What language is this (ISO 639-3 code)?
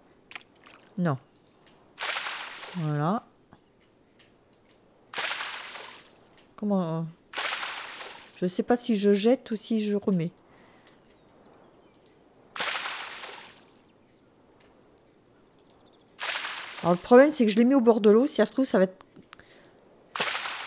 fra